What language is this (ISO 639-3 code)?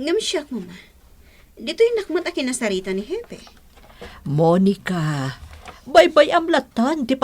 ilo